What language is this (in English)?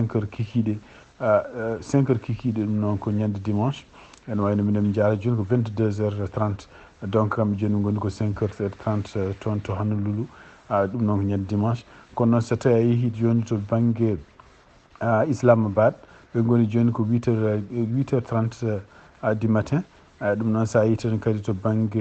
Fula